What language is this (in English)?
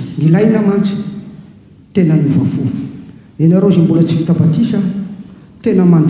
Malagasy